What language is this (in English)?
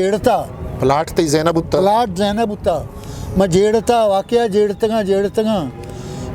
Eastern Balochi